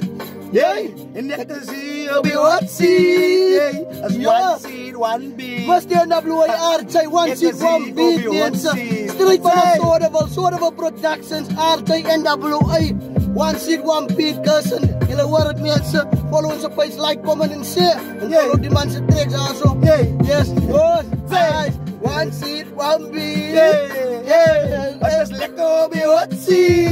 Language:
Afrikaans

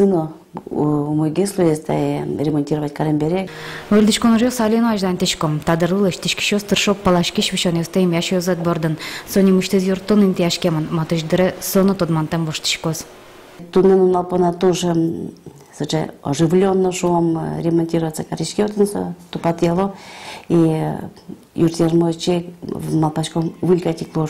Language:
Udmurt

